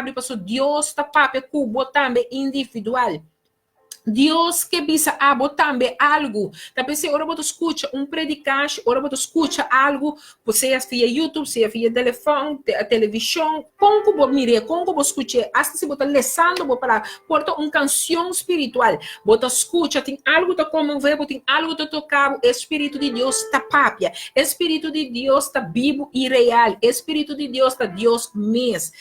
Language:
Papiamento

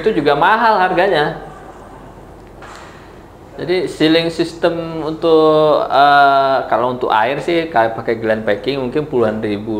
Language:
Indonesian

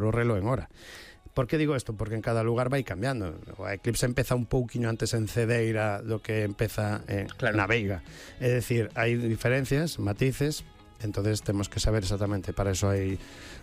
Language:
Galician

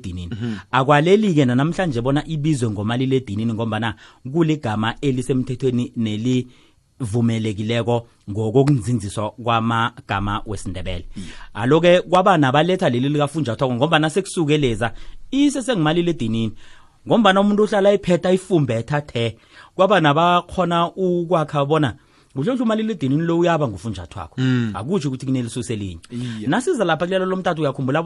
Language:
South Ndebele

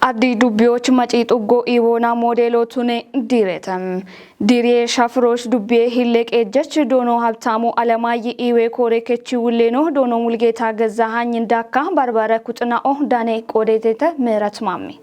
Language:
Kafa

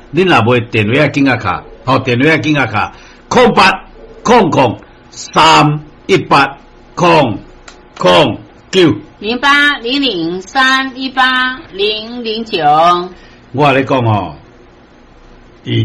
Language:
Min Nan Chinese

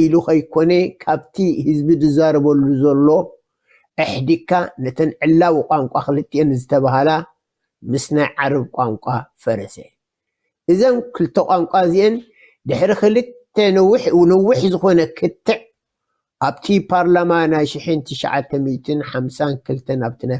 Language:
Tigrinya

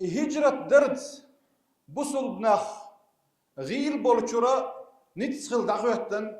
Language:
Chechen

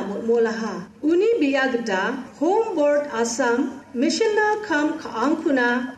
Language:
Garo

